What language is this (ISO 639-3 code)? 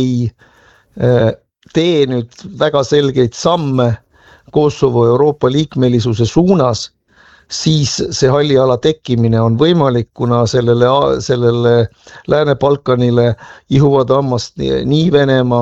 est